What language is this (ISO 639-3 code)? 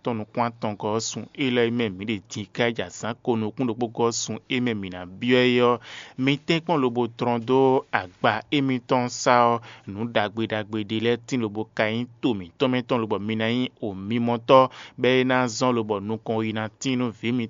fon